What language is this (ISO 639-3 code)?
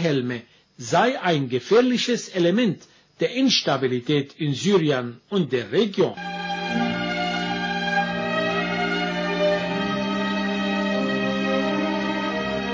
deu